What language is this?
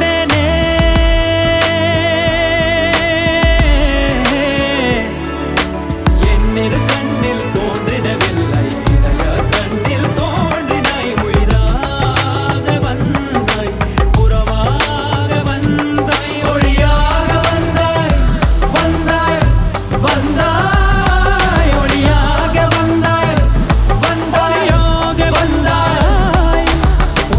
Tamil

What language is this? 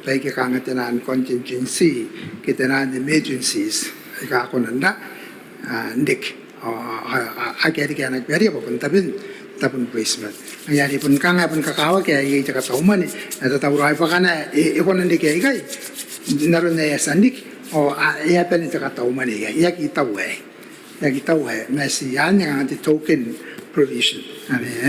Gilbertese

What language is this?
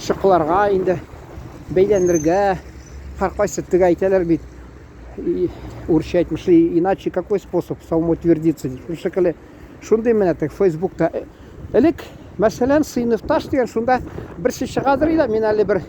Tatar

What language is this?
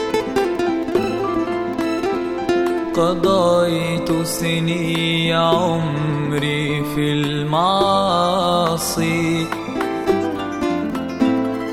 Arabic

